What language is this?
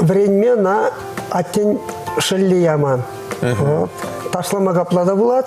Chuvash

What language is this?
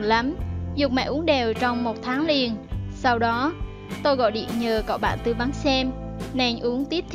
Vietnamese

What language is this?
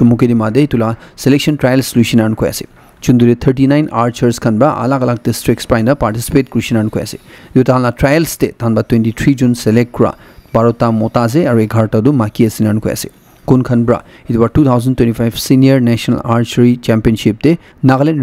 Naga Pidgin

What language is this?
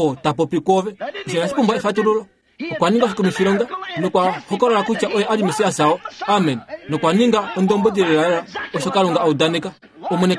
Kuanyama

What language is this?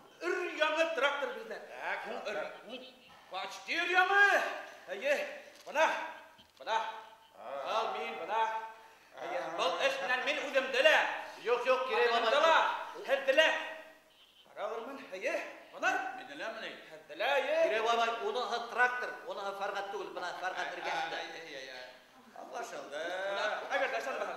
Bashkir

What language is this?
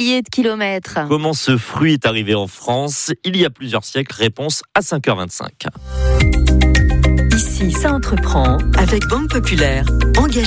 French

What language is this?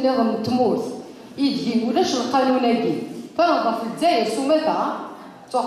Kabyle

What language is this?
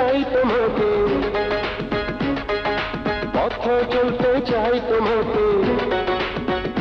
Bangla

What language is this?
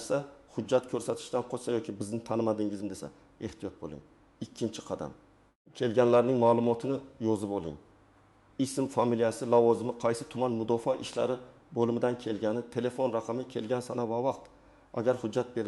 Uzbek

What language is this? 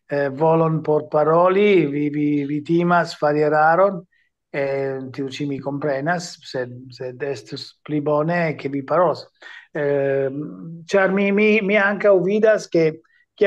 Esperanto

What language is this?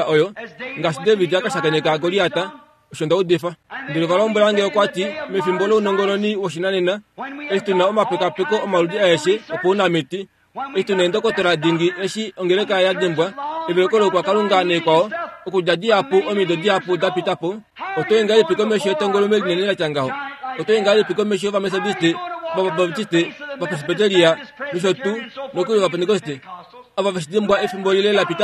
Kuanyama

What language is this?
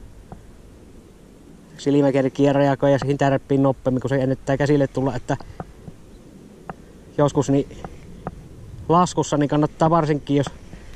Finnish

